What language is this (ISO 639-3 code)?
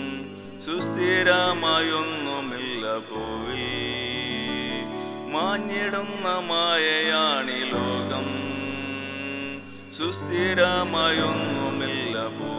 mal